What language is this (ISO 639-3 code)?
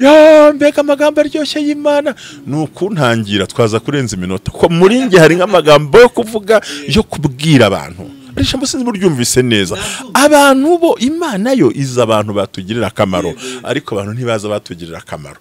kin